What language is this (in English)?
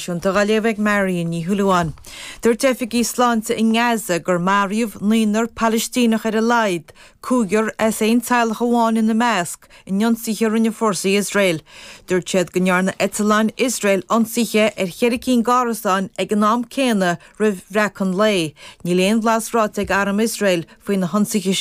Irish